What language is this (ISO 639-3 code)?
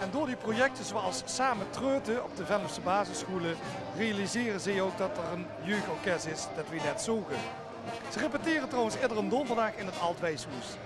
lim